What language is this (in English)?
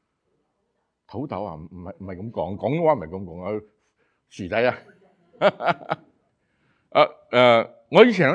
Cantonese